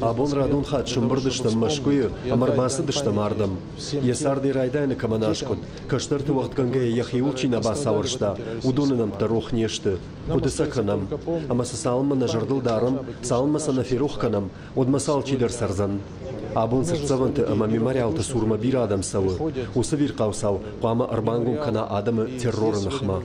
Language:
Ossetic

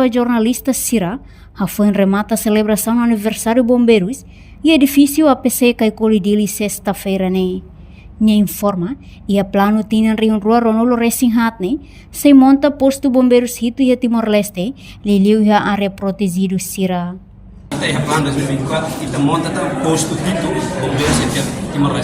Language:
Tetum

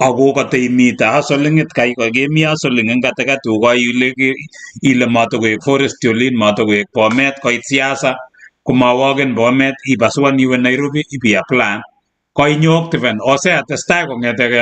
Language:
Kalenjin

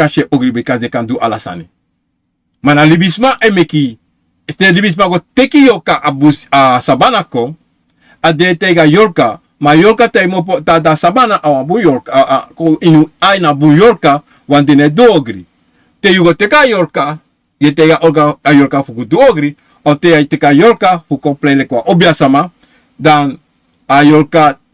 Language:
Sranan Tongo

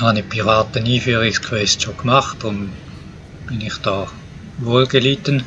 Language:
Swiss German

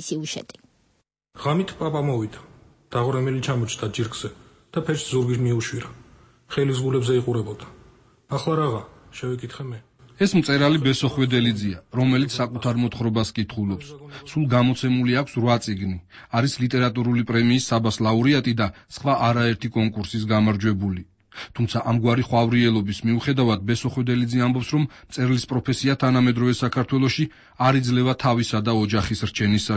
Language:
Georgian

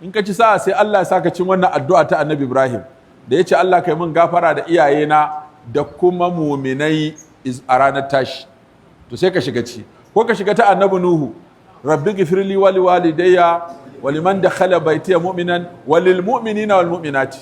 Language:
Hausa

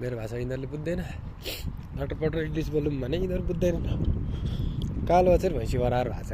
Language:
Nepali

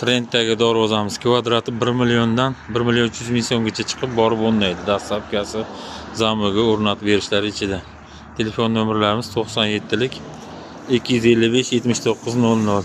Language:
Uzbek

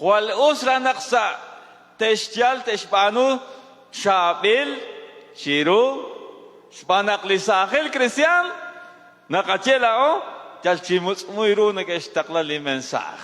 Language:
Kekchí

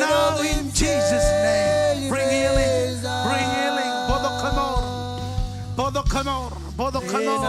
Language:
Marshallese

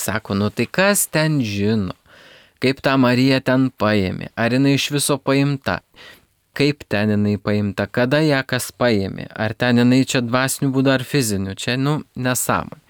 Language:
Lithuanian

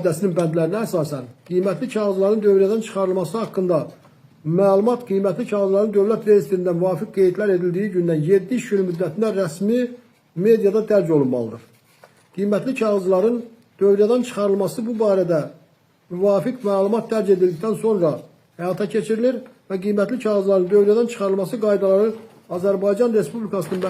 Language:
Azerbaijani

